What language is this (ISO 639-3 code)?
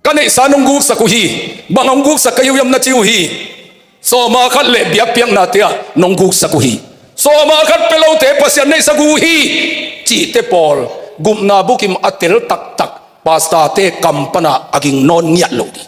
ctd